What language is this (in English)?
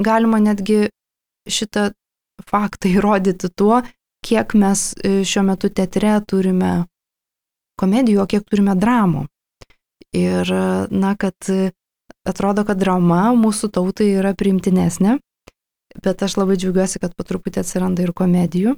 Lithuanian